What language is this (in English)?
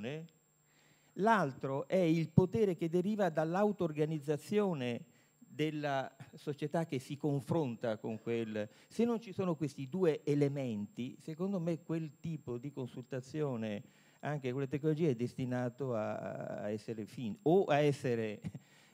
Italian